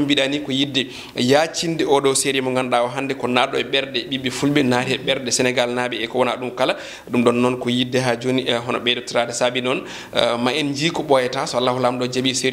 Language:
Fula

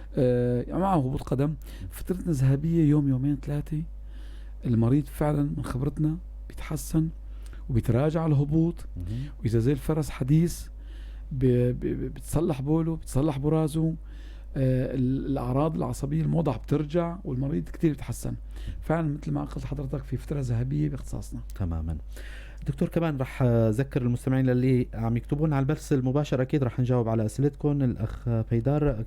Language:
North Levantine Arabic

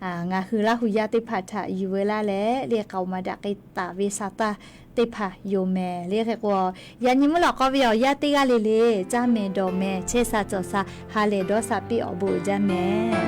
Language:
Lahu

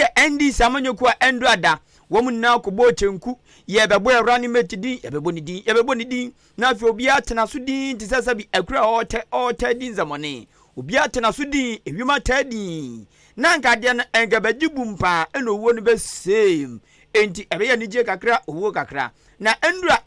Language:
Akan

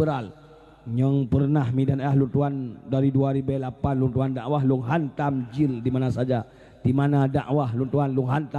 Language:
Achinese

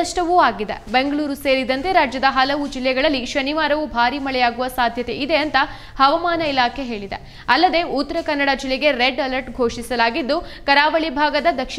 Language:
Kannada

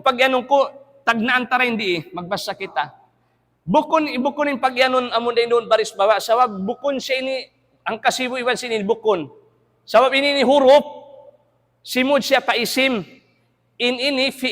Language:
Tausug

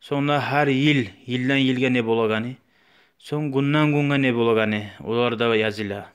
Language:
Kumyk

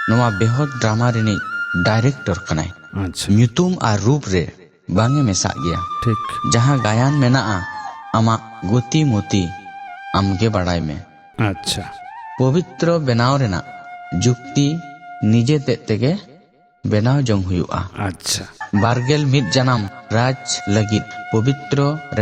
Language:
Santali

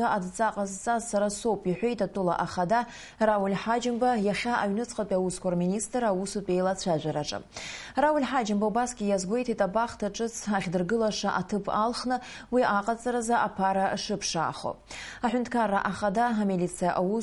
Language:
Abkhazian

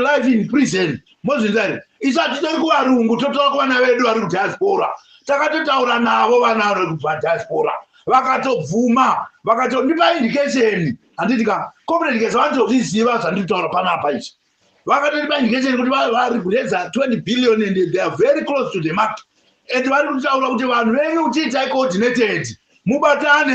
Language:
Shona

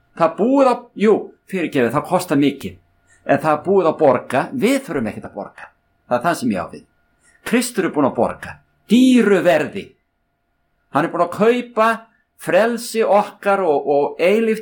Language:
Icelandic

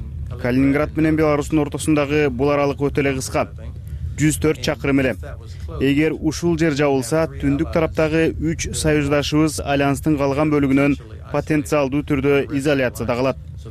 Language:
Kyrgyz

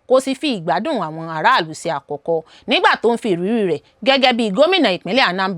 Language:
Yoruba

